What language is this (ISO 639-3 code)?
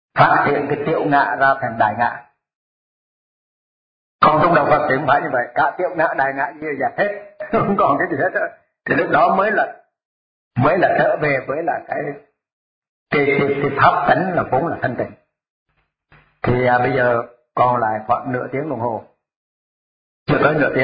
vie